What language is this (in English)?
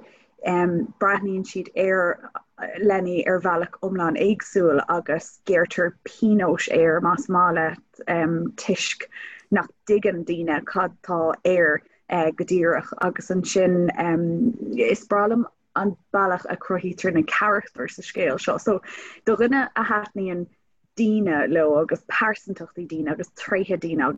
Irish